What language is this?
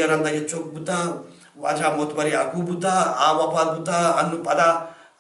Baluchi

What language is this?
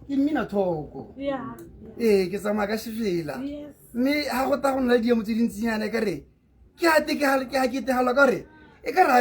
Tswana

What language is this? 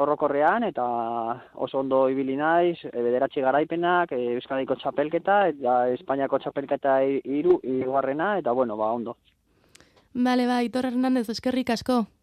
Basque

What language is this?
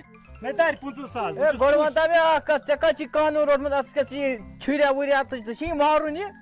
Kashmiri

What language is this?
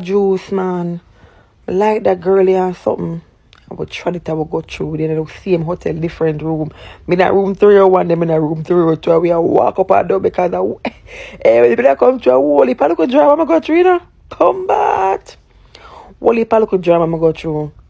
Jamaican Creole English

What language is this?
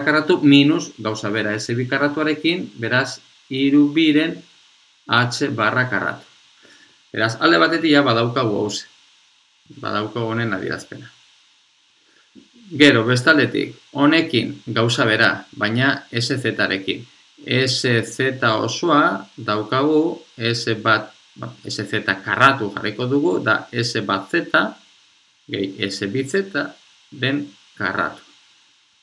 Basque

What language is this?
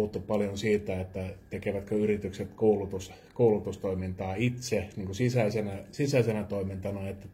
Finnish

